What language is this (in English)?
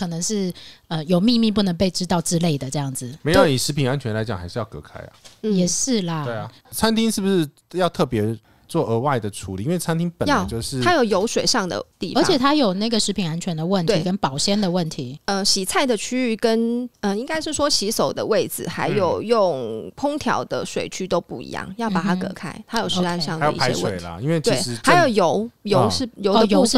Chinese